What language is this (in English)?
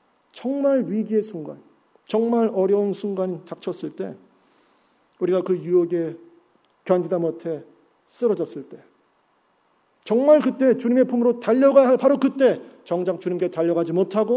Korean